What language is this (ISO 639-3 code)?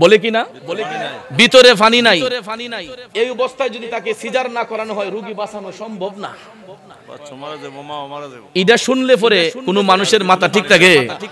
ben